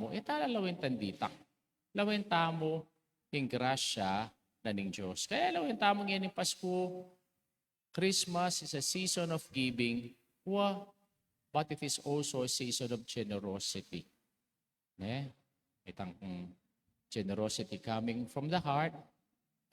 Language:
Pampanga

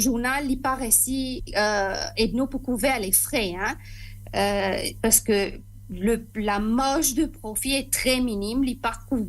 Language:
Morisyen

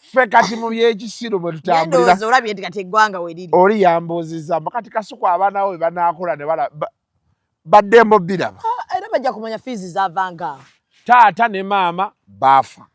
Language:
Ganda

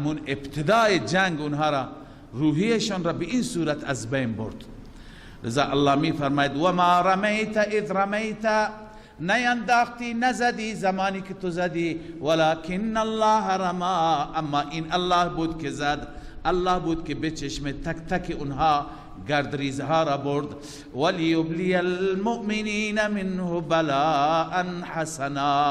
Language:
Persian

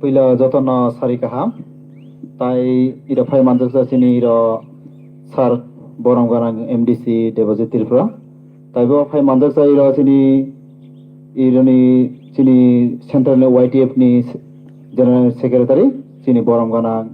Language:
Kok Borok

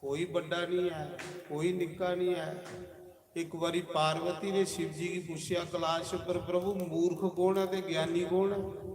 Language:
Dogri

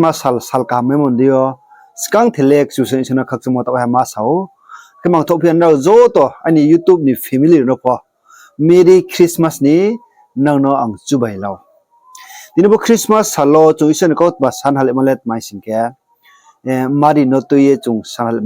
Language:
Riang (India)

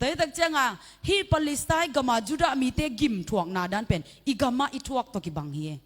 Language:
Tedim Chin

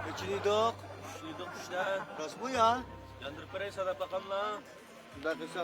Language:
Uyghur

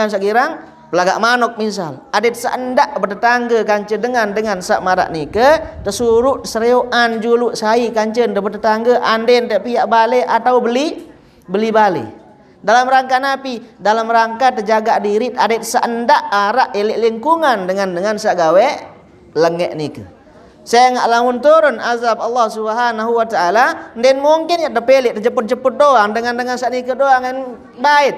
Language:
Sasak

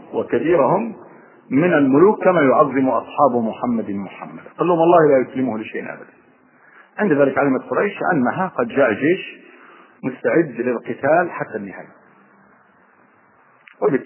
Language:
Arabic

